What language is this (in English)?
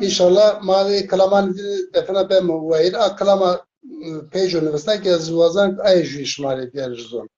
Zaza